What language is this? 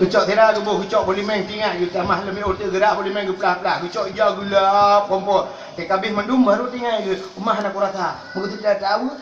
Achinese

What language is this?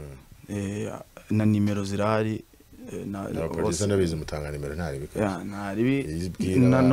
Kinyarwanda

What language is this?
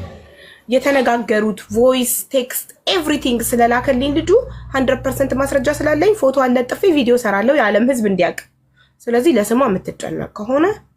Amharic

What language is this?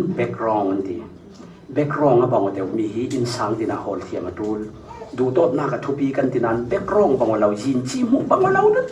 Falam Chin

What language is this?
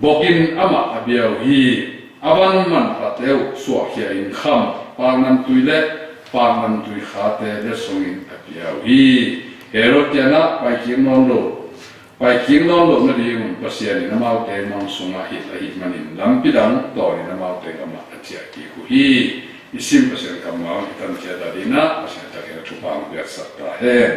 Tedim Chin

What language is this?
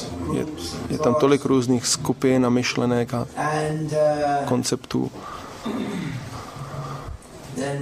Czech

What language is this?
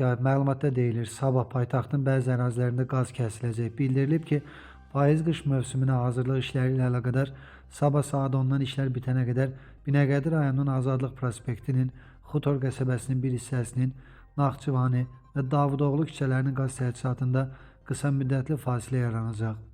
Azerbaijani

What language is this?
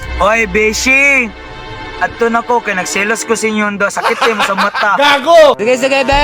Cebuano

